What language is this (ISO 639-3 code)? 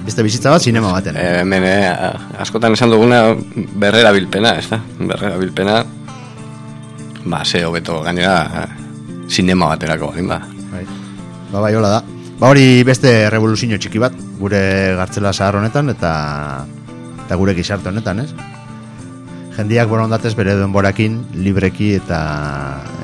eus